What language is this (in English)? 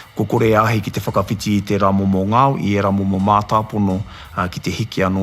Māori